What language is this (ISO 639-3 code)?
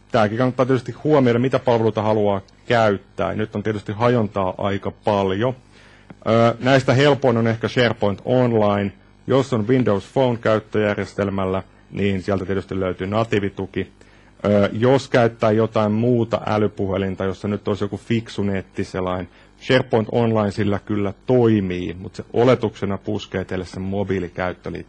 fin